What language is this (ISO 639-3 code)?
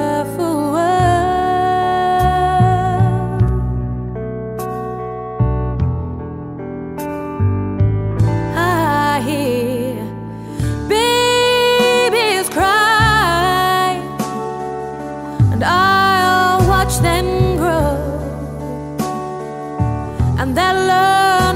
eng